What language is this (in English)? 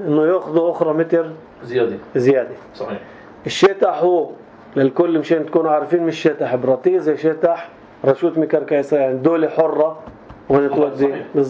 North Levantine Arabic